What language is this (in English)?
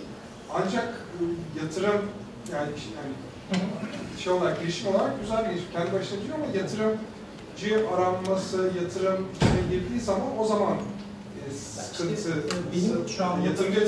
Turkish